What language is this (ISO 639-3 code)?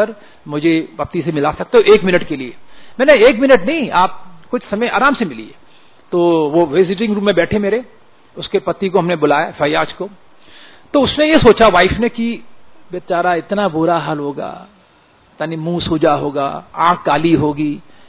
hin